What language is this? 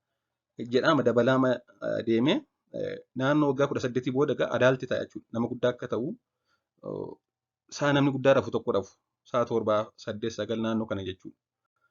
Oromo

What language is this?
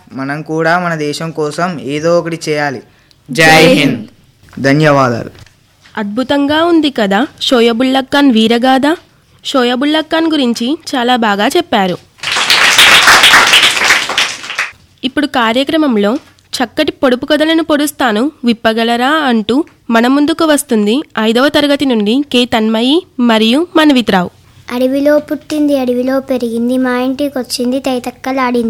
Telugu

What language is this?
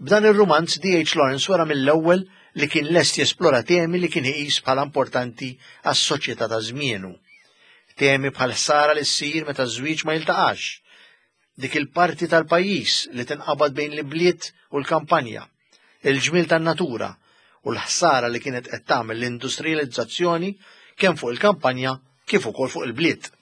Maltese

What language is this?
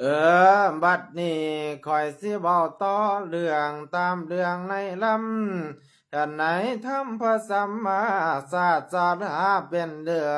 Lao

